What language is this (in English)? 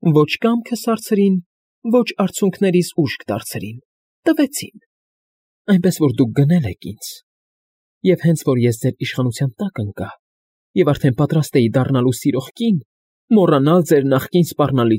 Armenian